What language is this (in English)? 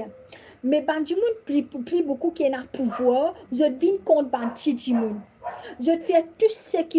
Morisyen